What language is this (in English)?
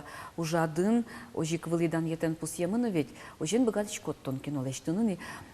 Udmurt